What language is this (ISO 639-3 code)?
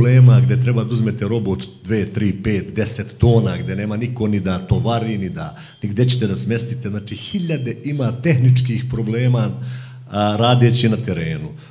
srp